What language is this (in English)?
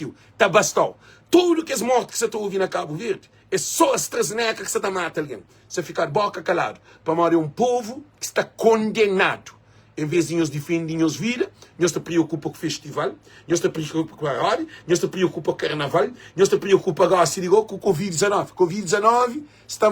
Kabuverdianu